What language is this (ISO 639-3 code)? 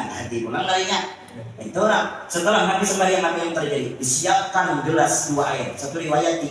bjn